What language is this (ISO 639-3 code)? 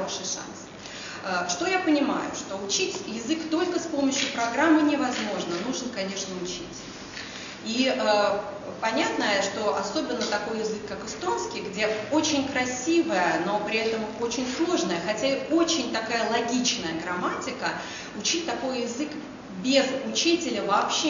rus